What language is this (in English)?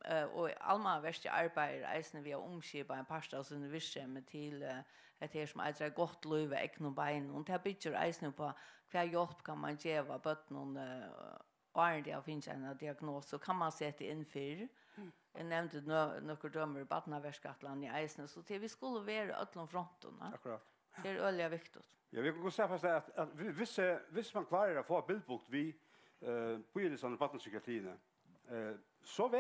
Faroese